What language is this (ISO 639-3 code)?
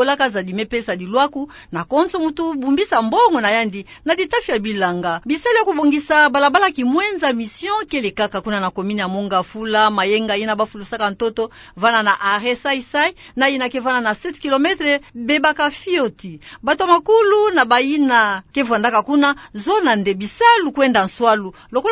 ktu